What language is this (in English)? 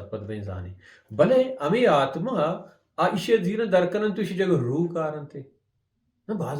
Baluchi